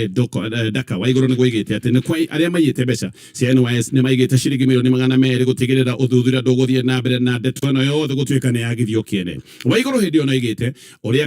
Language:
Kikuyu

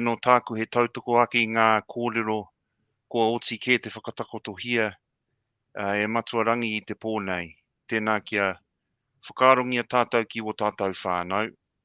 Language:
Māori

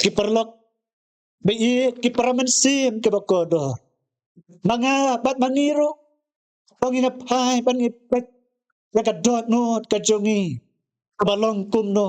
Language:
Khasi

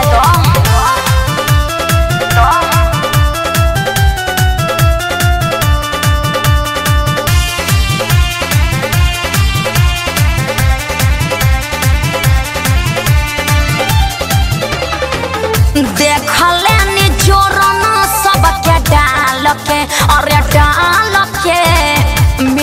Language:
Bhojpuri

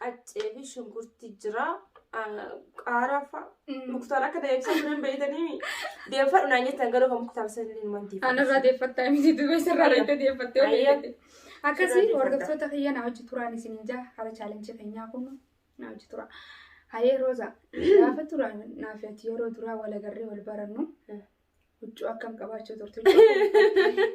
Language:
Oromo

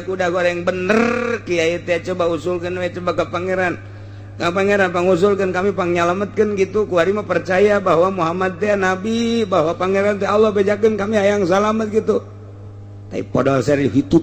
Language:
Sundanese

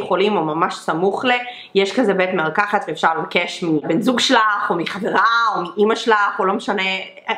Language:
Hebrew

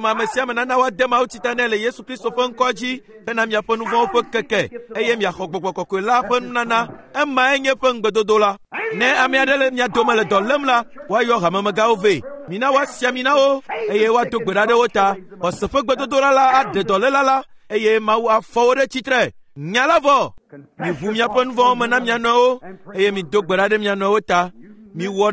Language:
Ewe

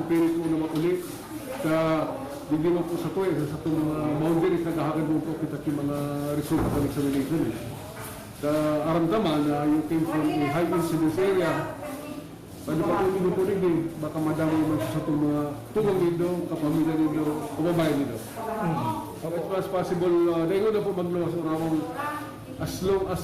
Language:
Bikol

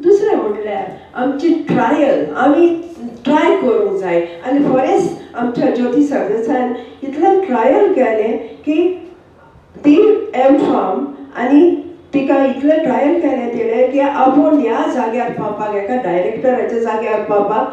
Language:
Konkani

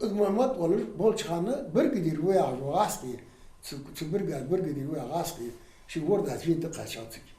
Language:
Ingush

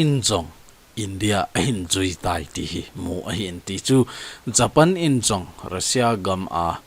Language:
Thado Chin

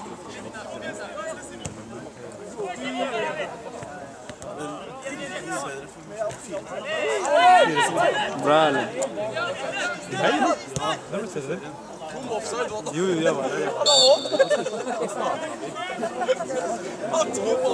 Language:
Norwegian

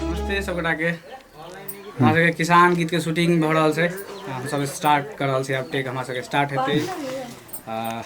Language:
Maithili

